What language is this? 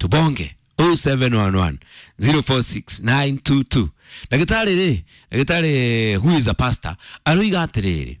Kikuyu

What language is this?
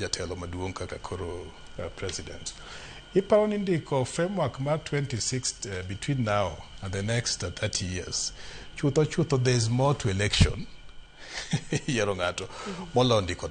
Luo (Kenya and Tanzania)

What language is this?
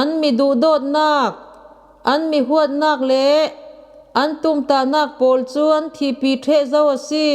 Falam Chin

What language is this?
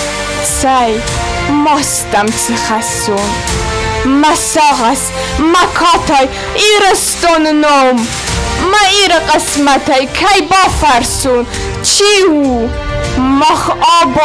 Ossetic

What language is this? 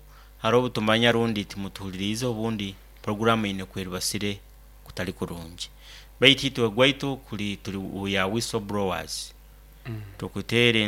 Nyankole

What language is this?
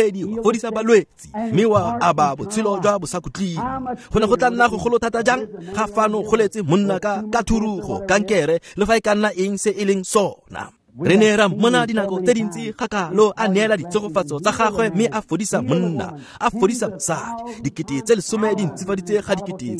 Tswana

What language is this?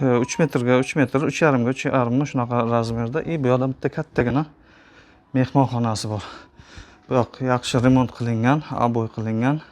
Uzbek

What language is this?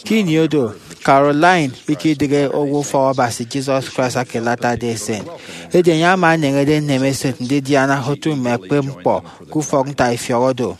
Efik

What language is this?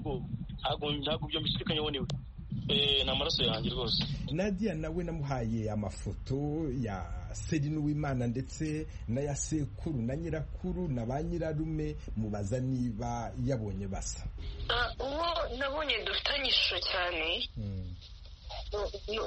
Kinyarwanda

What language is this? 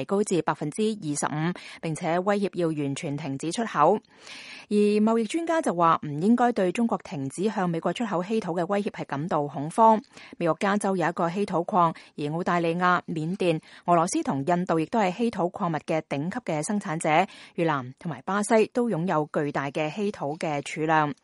Cantonese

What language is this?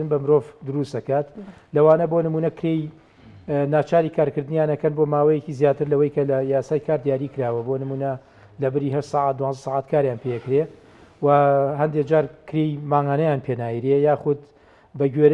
Central Kurdish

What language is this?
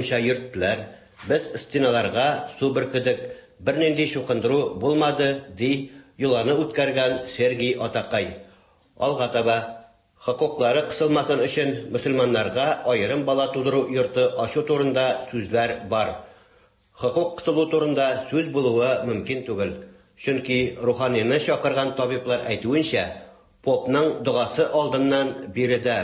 Tatar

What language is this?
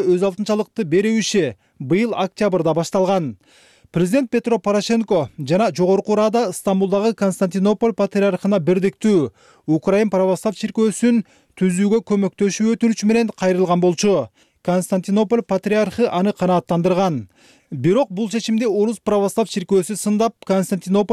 Kyrgyz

